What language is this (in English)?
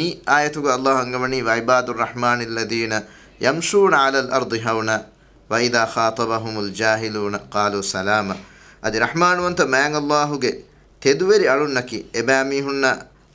Divehi